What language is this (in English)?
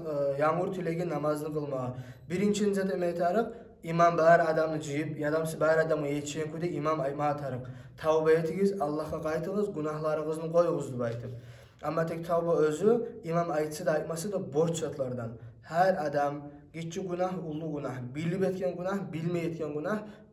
Kumyk